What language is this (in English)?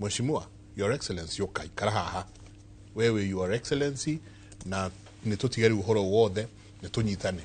Kikuyu